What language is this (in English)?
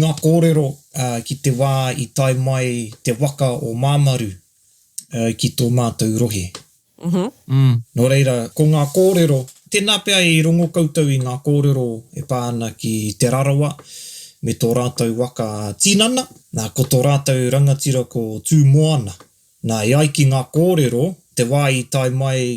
Māori